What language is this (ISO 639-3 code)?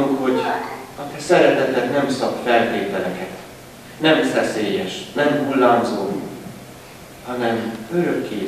hun